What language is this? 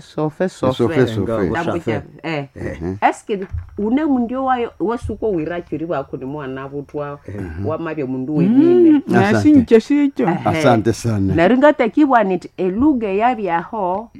Nande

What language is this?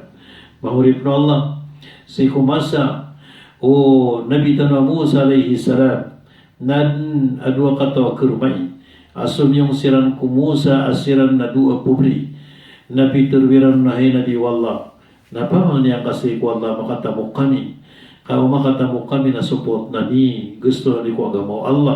Maranao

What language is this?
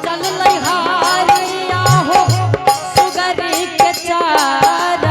Angika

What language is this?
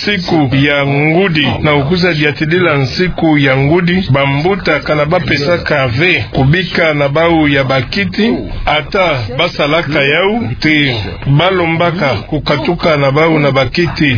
Kituba (Democratic Republic of Congo)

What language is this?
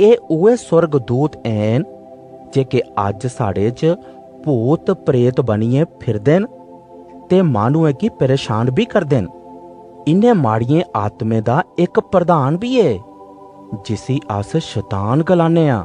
Dogri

